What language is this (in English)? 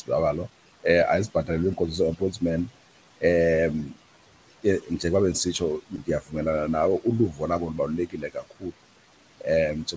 Xhosa